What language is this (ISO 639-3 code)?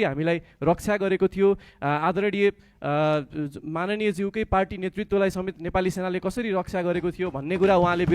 nep